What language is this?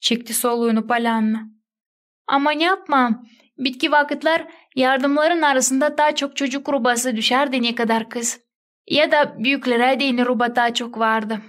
Gagauz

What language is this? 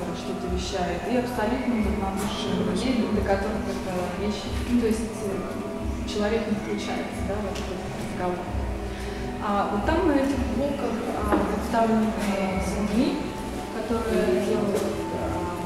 Russian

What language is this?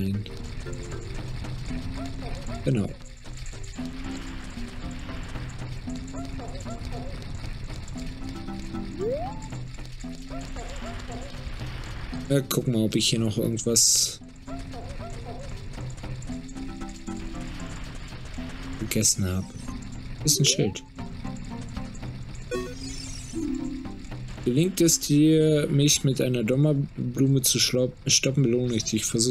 German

